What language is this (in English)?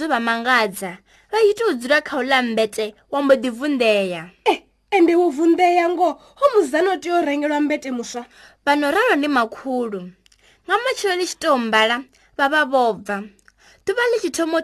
Venda